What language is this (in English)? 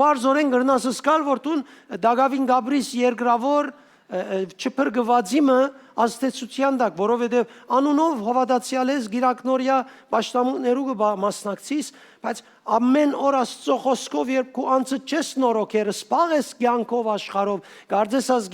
Western Armenian